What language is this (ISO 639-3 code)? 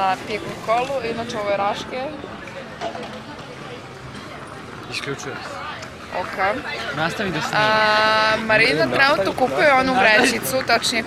srp